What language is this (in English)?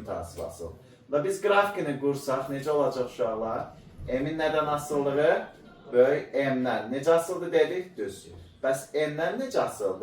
Azerbaijani